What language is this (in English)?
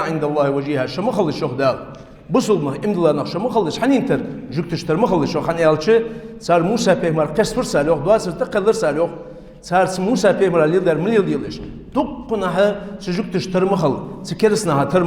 Ingush